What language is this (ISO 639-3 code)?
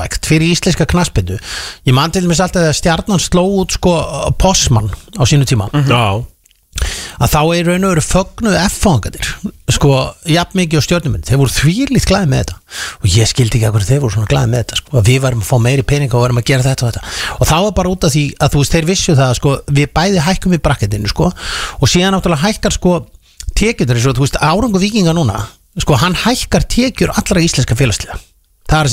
isl